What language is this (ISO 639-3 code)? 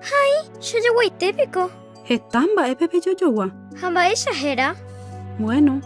grn